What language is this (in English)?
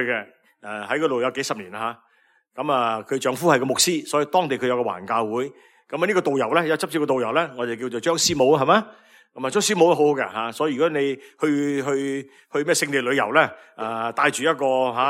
Cantonese